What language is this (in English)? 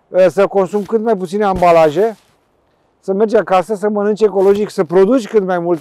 Romanian